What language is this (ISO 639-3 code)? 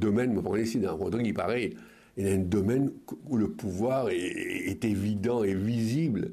mfe